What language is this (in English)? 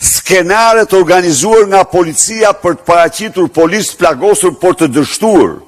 Albanian